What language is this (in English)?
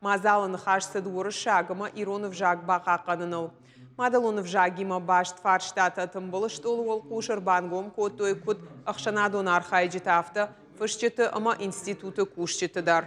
Ossetic